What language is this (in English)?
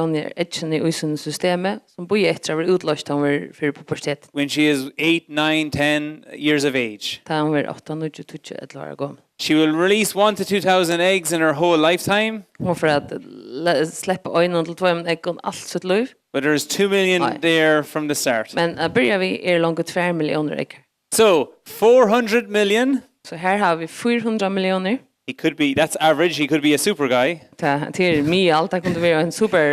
Faroese